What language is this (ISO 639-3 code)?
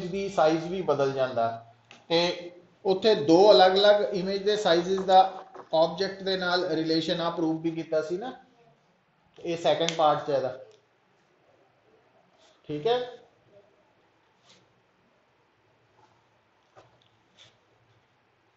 pan